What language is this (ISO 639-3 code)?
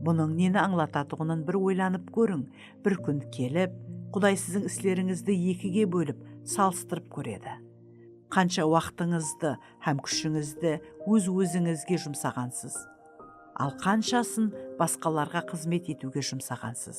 kaa